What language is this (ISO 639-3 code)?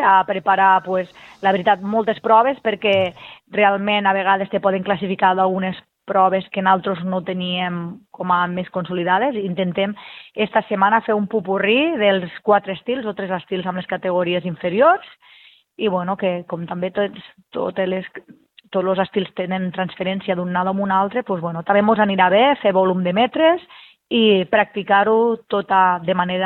cat